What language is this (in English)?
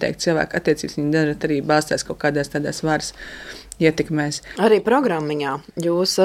Latvian